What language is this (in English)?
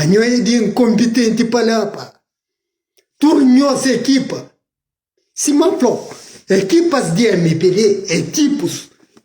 Kabuverdianu